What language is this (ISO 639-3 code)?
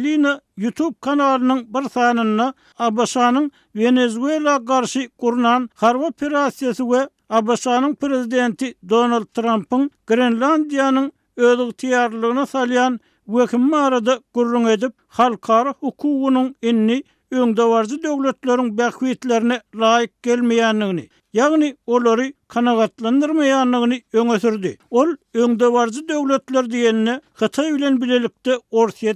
tuk